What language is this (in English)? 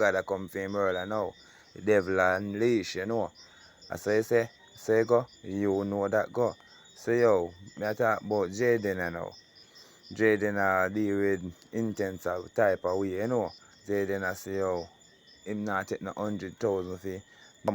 Jamaican Creole English